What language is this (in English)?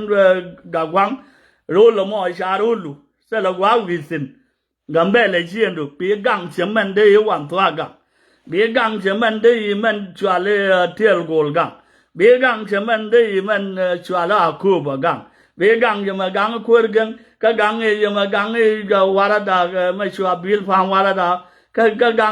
Nuer